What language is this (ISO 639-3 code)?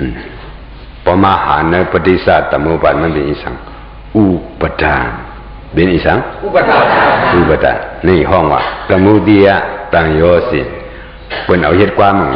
shn